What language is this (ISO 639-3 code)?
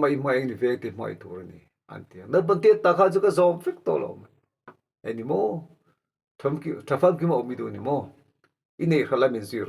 lus